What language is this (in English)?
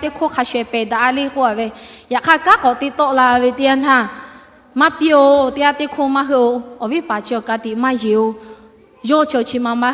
Lahu